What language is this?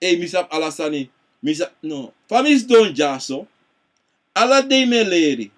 Sranan Tongo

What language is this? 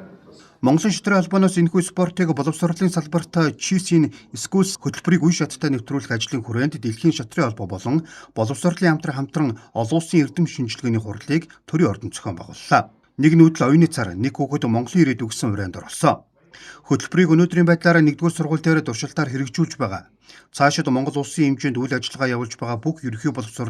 Mongolian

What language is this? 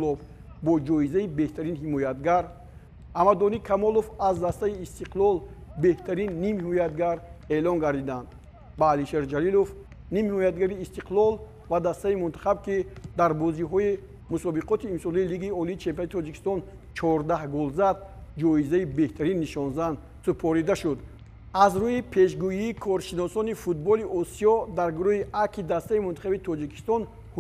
Tajik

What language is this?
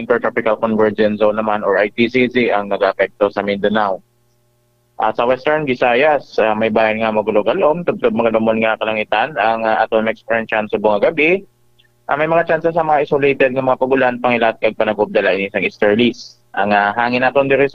Hiligaynon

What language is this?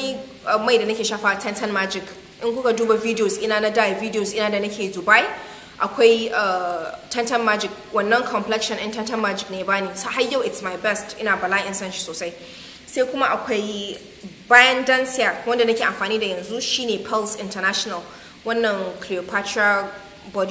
Hausa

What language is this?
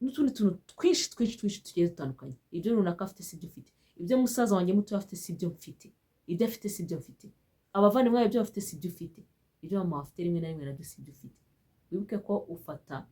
Kinyarwanda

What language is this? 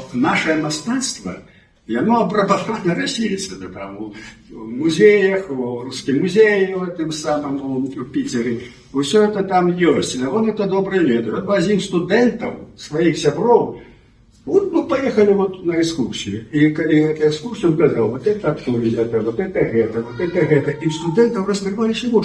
Belarusian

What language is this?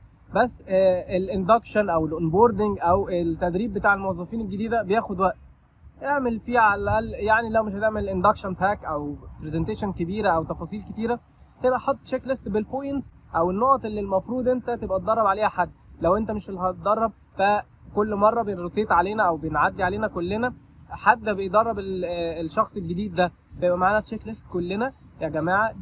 Egyptian Arabic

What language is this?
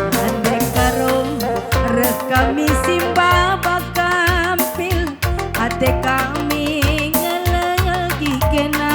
Batak Karo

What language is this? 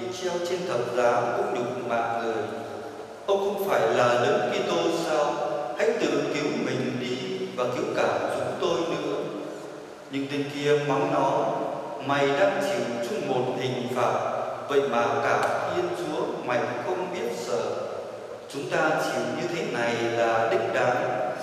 Vietnamese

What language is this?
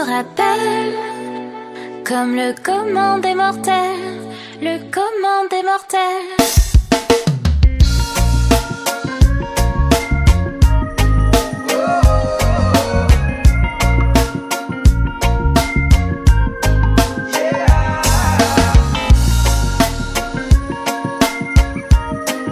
French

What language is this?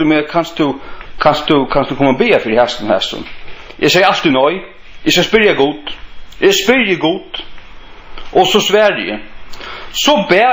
Faroese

